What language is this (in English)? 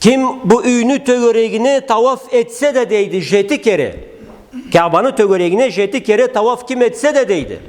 Karachay-Balkar